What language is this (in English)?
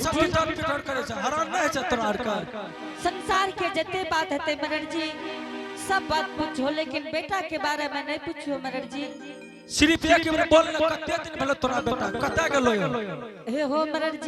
Angika